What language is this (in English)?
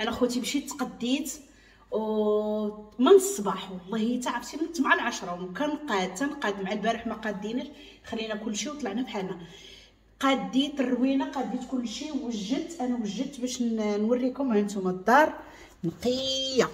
Moroccan Arabic